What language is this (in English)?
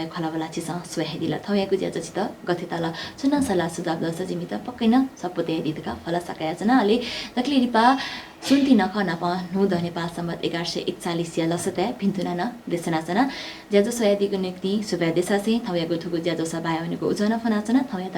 Newari